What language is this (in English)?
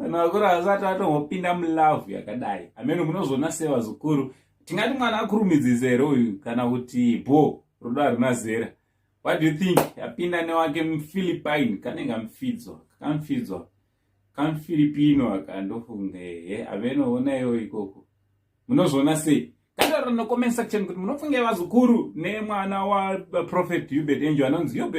Shona